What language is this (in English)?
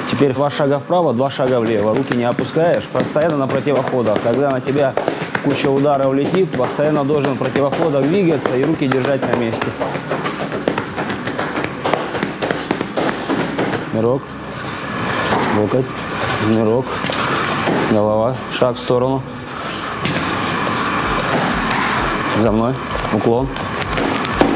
Russian